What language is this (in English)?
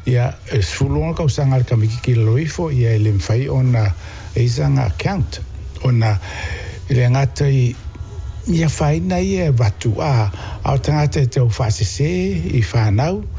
Samoan